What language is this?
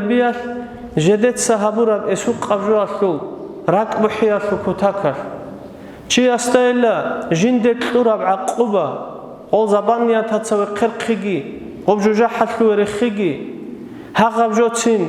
Avaric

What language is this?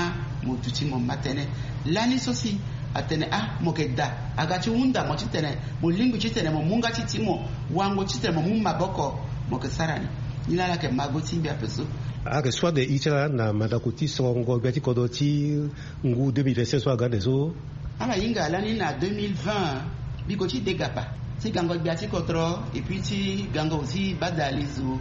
Sango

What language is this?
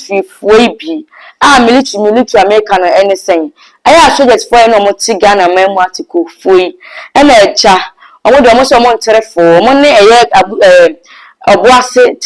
Akan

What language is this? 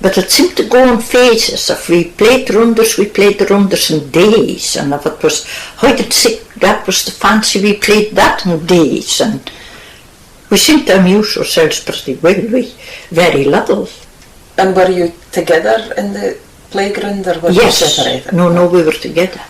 Scots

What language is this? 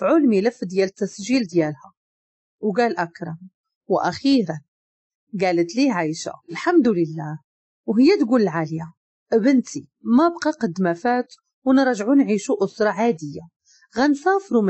Moroccan Arabic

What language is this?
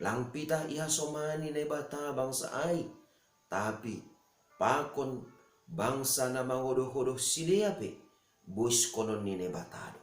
Batak Simalungun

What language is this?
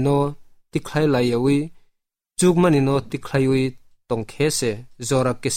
Kok Borok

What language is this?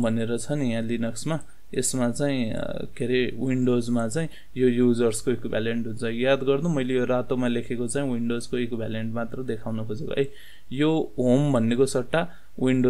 Nepali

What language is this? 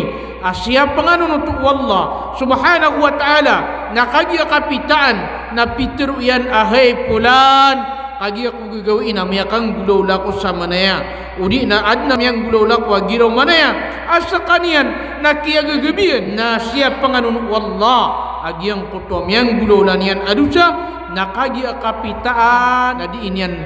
Maranao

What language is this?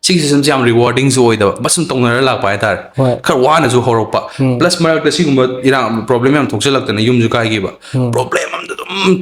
Manipuri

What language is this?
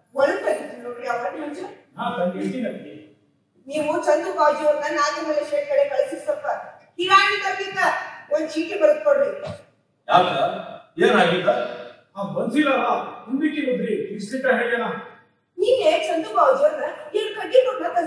Kannada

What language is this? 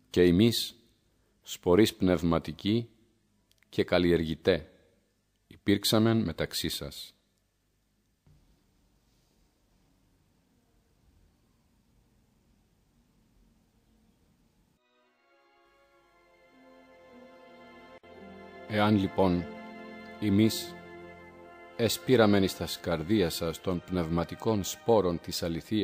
Greek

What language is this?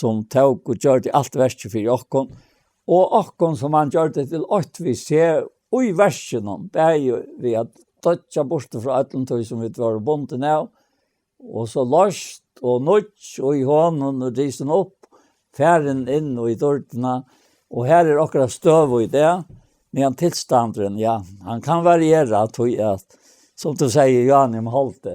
Faroese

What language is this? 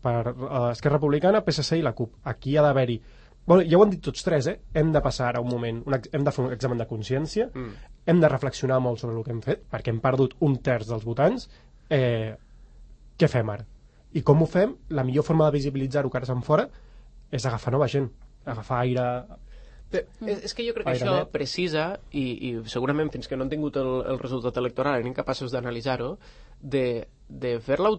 Catalan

